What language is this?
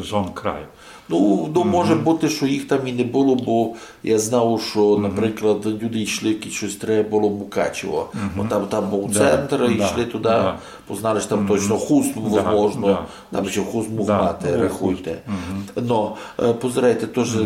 Rusyn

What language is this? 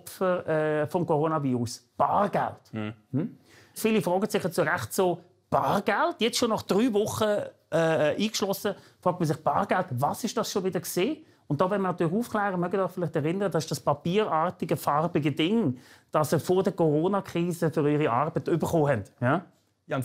Swiss German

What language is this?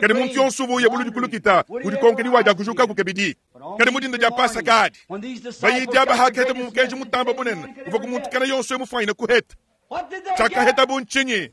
Luba-Lulua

